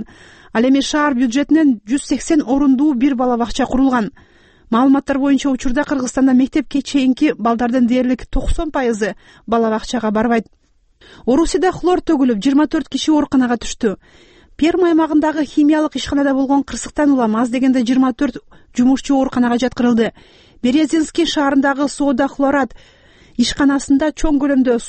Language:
Kyrgyz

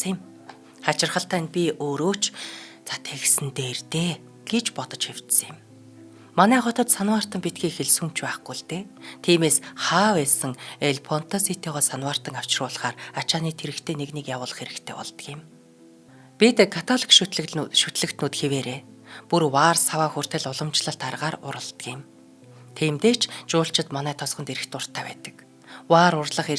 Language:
Mongolian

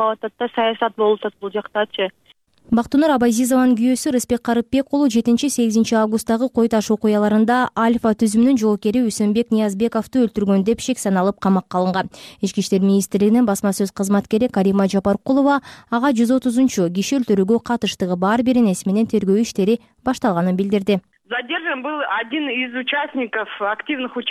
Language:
Kyrgyz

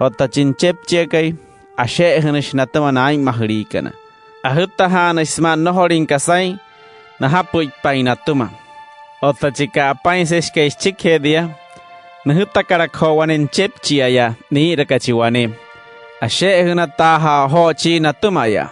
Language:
Wayuu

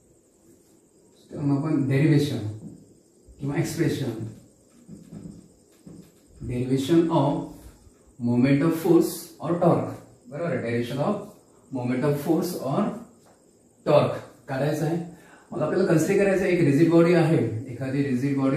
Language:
Marathi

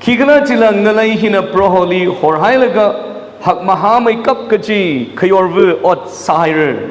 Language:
Tangkhul Naga (India)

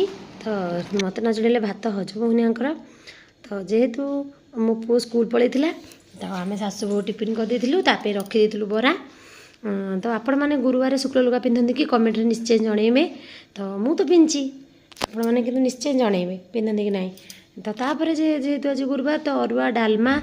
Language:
Odia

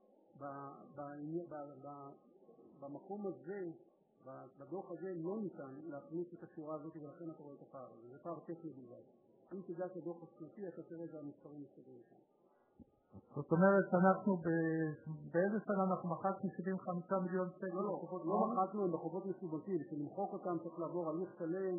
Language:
Hebrew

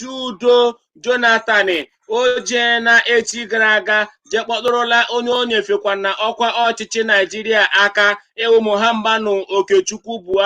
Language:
Igbo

